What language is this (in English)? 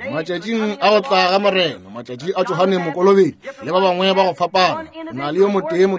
Northern Sotho